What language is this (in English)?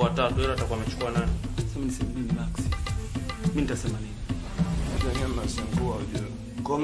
Swahili